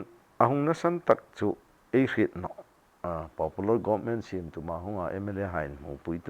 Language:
Hmar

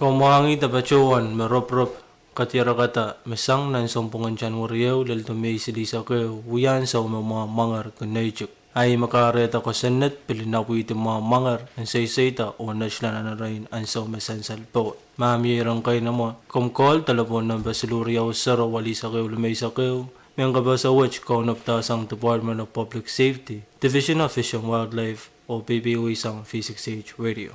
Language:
Pohnpeian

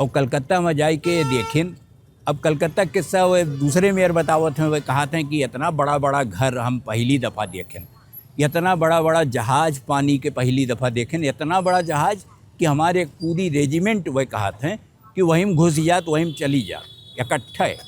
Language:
Awadhi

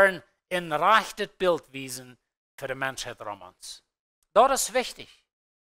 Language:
Plautdietsch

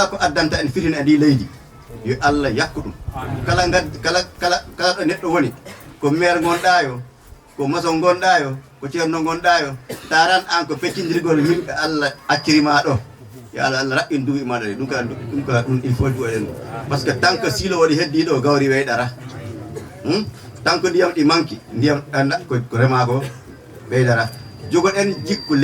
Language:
Fula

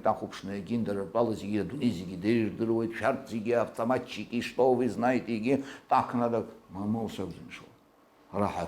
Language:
Abkhazian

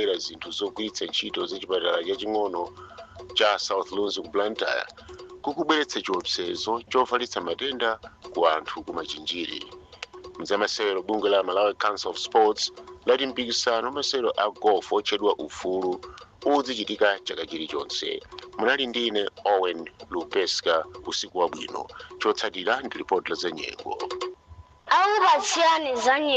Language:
Nyanja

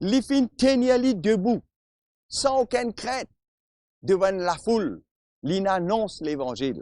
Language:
Morisyen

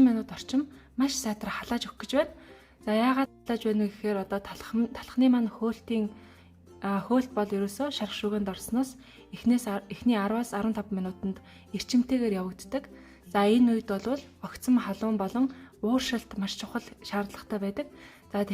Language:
Mongolian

